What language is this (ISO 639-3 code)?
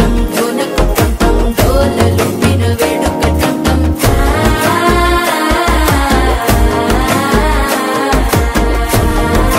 tel